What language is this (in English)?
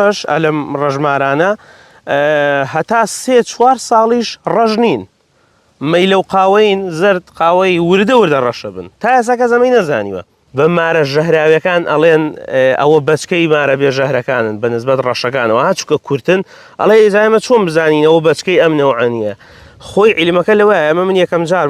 Central Kurdish